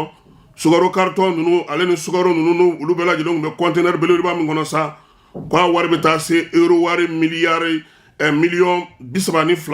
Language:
Bambara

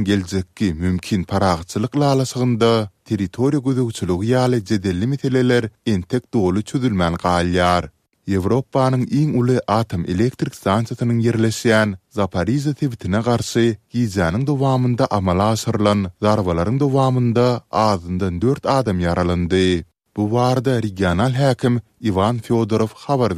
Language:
Turkmen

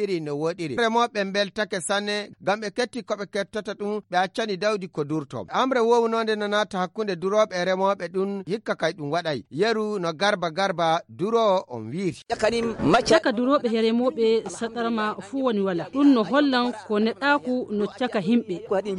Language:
Fula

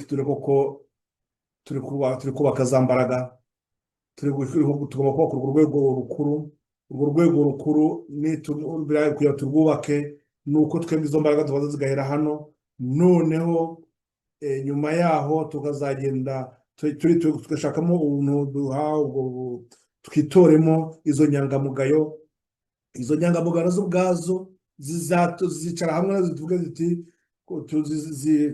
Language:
Kinyarwanda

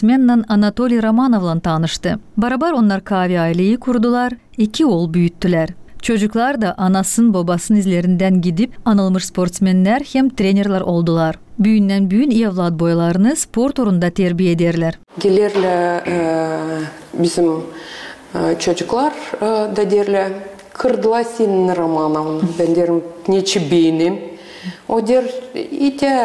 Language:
Gagauz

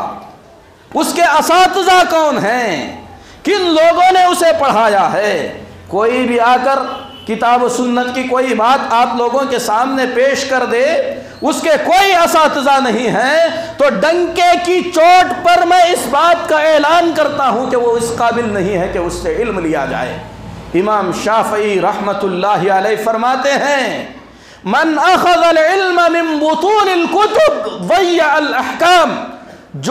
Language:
Urdu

